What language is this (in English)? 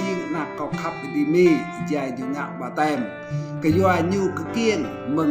Rade